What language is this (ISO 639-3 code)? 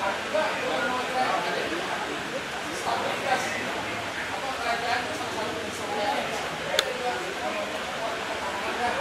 bjn